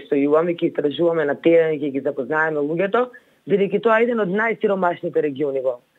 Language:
Macedonian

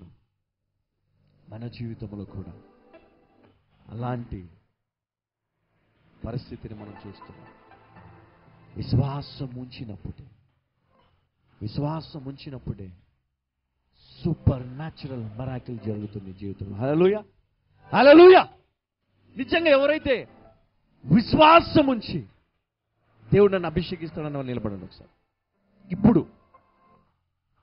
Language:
Telugu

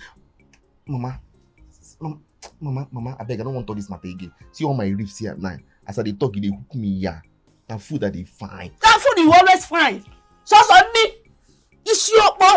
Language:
Nigerian Pidgin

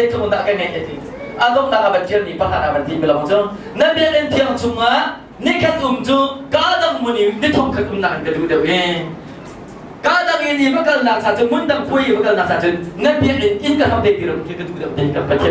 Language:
Hakha Chin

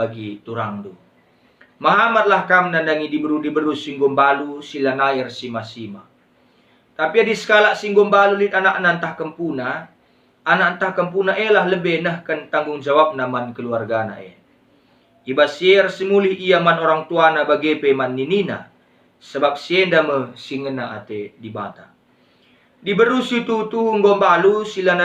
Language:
Batak Karo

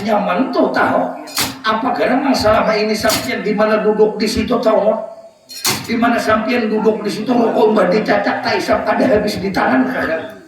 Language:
Banjar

